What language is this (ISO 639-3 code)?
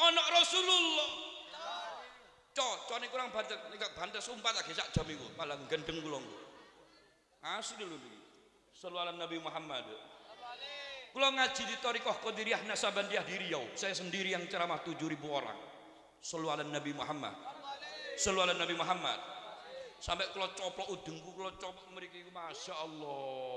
jav